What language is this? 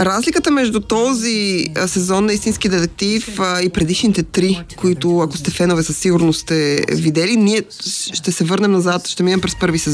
Bulgarian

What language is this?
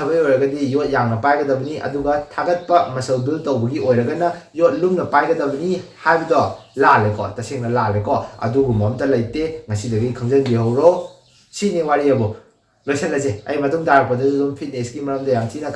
Manipuri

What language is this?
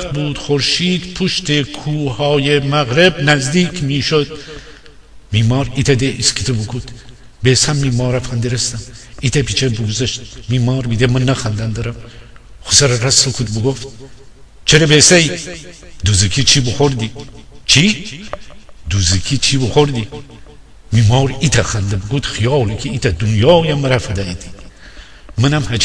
Gilaki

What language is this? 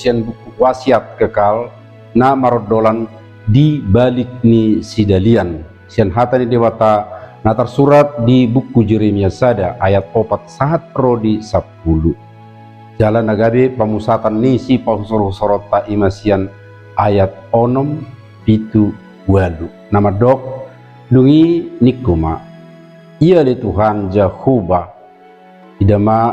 Batak Toba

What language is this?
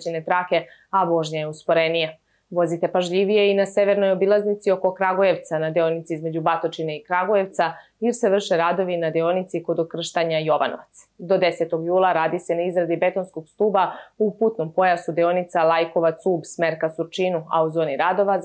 Serbian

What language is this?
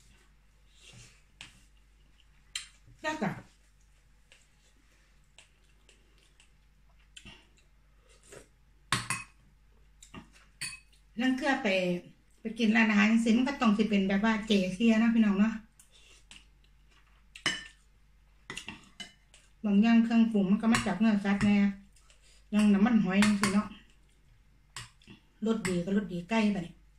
Thai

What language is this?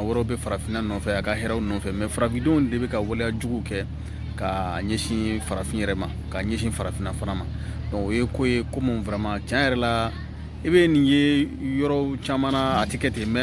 Bambara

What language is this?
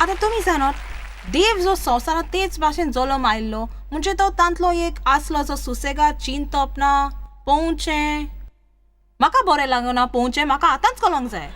Konkani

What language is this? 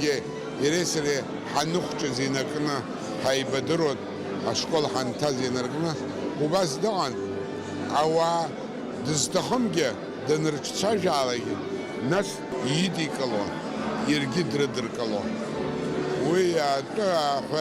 Abkhazian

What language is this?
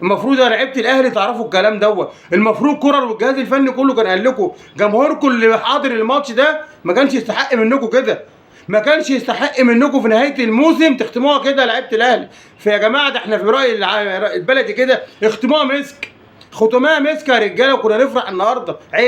Egyptian Arabic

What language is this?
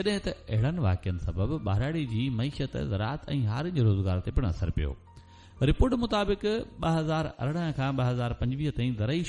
Sindhi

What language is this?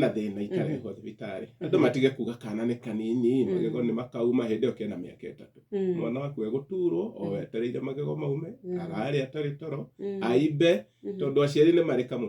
Kikuyu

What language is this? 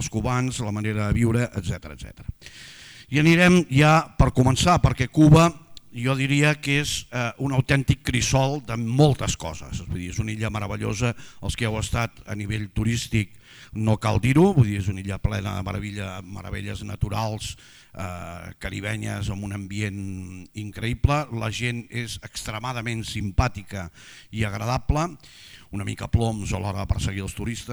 Catalan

